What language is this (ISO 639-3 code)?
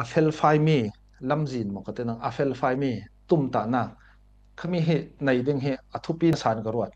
cfm